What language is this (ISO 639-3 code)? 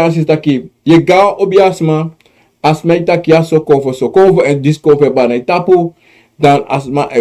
srn